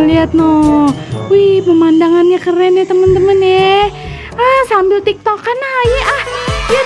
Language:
Betawi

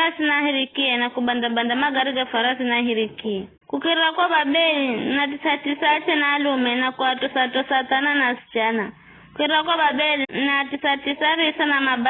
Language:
Giryama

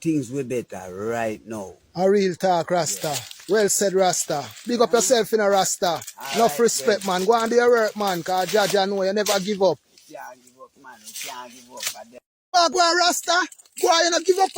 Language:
Jamaican Creole English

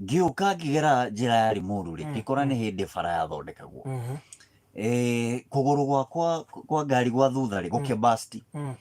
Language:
Kikuyu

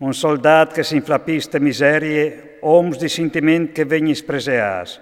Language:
Friulian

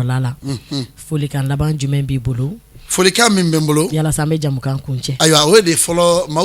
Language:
Bambara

